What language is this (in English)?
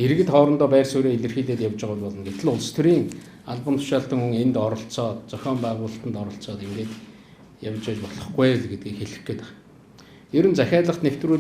Mongolian